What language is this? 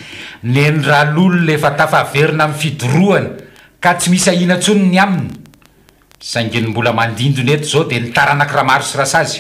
Malagasy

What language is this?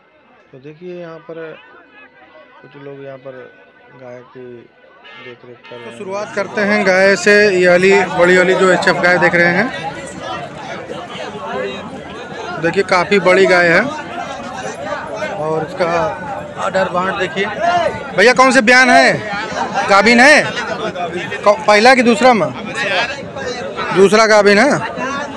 Hindi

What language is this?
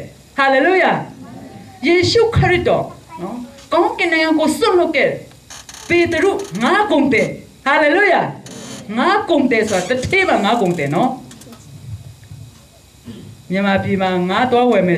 Burmese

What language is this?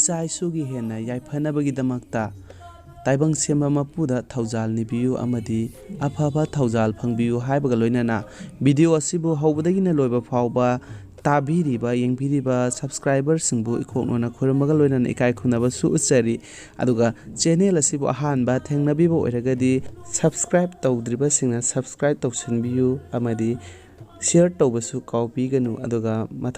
Manipuri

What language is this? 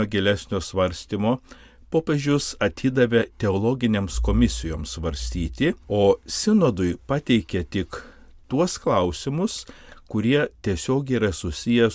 Lithuanian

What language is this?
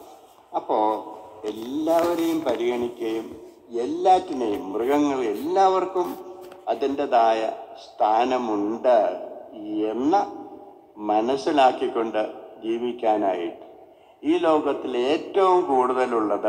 Malayalam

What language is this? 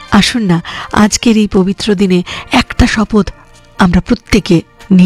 Bangla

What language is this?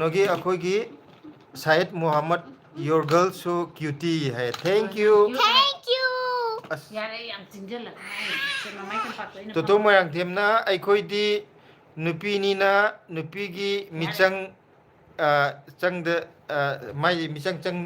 Manipuri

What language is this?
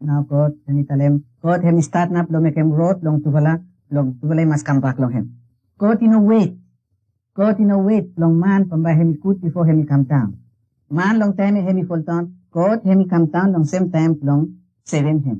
Bislama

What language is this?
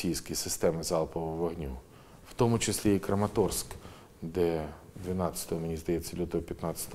Ukrainian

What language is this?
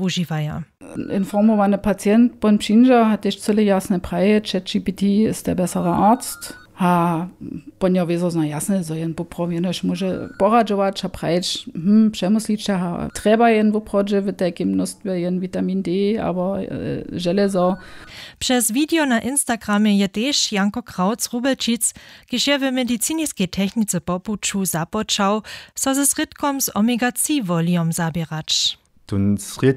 Upper Sorbian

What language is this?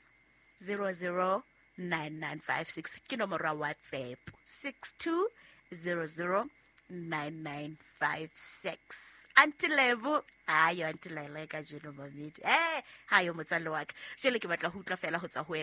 Southern Sotho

